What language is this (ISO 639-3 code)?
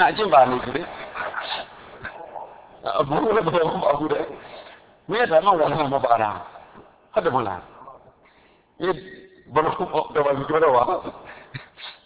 mya